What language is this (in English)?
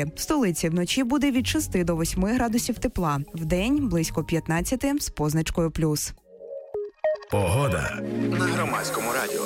Ukrainian